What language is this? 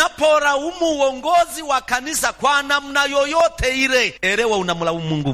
Swahili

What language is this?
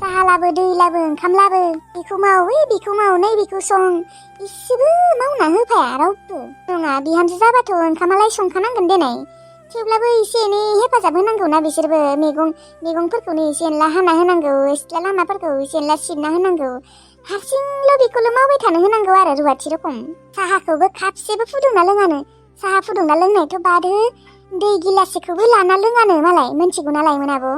Bodo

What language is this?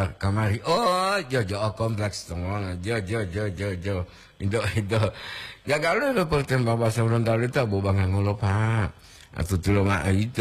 Gorontalo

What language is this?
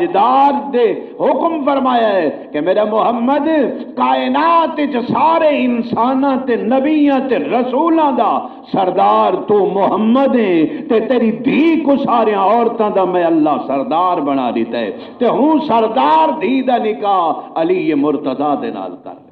Saraiki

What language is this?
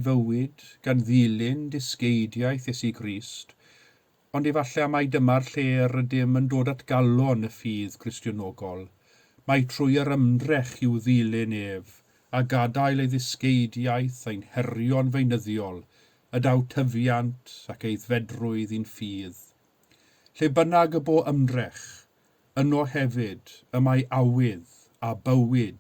Welsh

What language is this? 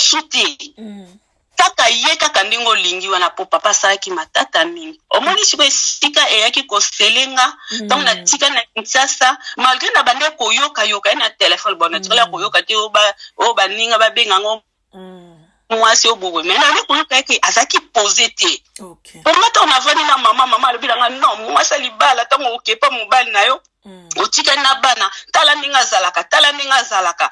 Lingala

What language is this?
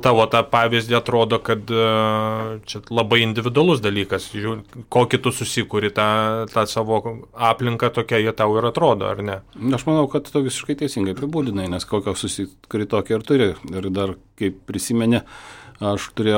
Lithuanian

